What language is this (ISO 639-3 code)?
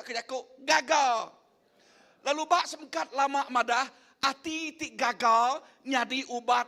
iba